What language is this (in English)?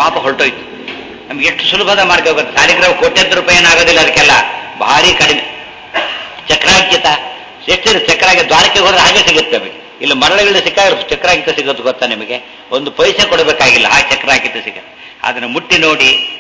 Kannada